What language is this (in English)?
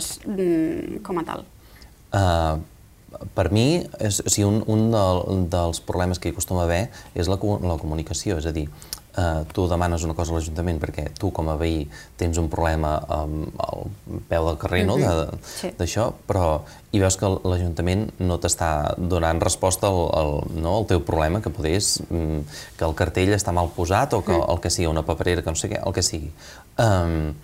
Catalan